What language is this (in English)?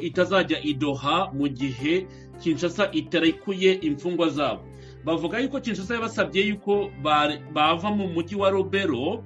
Kinyarwanda